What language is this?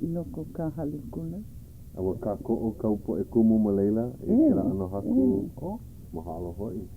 Hawaiian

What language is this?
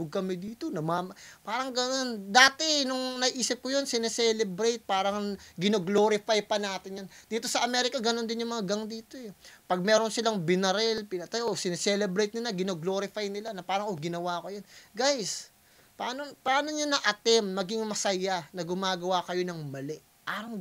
Filipino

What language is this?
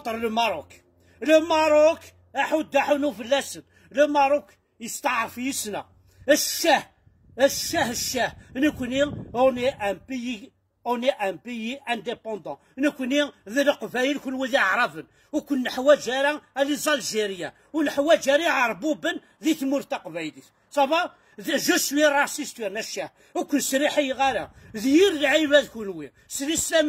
Kabyle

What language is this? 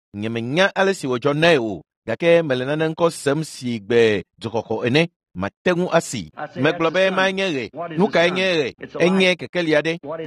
Ewe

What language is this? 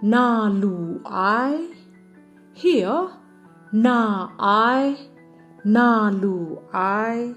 Kachin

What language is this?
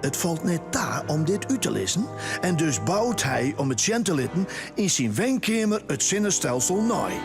Western Frisian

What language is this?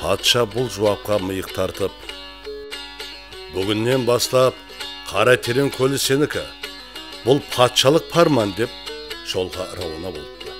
Kara-Kalpak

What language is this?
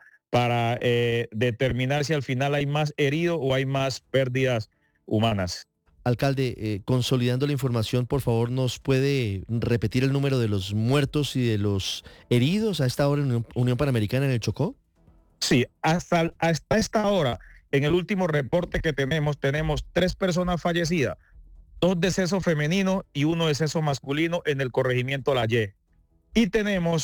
Spanish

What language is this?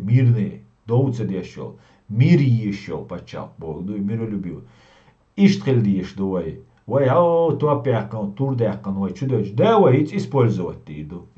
Chechen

